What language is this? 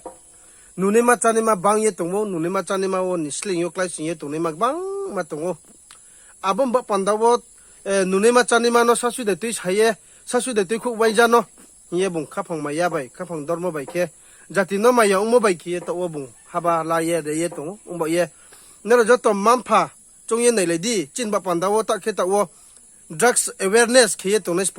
Riang (India)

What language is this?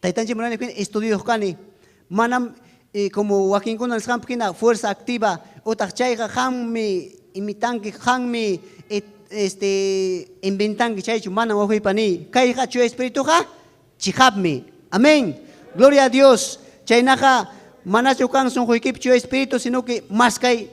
Ayacucho Quechua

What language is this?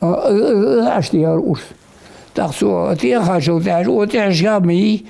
Ingush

